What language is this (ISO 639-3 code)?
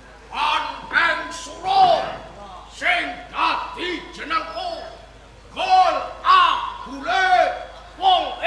jav